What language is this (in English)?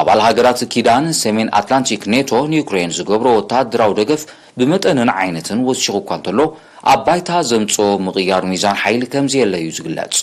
Tigrinya